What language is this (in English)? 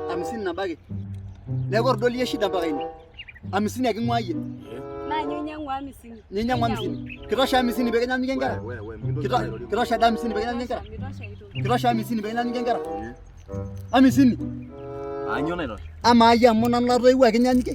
Masai